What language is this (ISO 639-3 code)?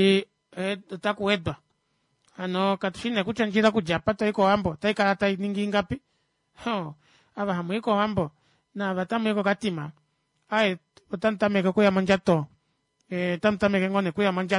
kua